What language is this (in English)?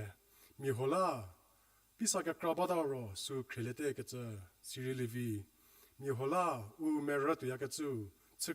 Angami Naga